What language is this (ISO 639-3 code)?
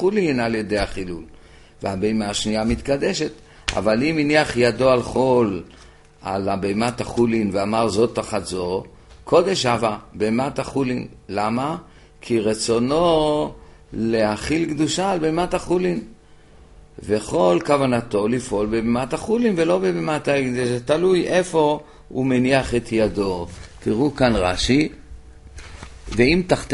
heb